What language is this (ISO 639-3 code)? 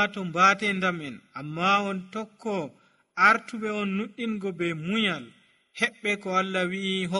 fuv